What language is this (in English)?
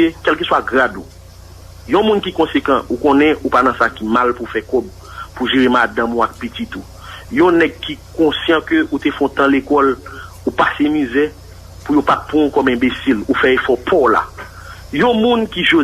Haitian Creole